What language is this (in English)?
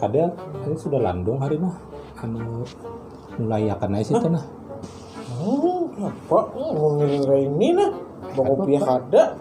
Banjar